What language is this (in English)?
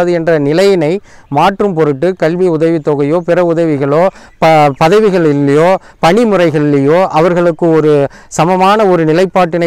Tamil